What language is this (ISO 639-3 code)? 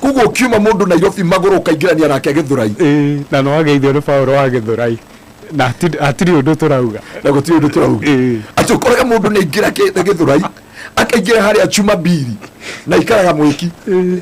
kik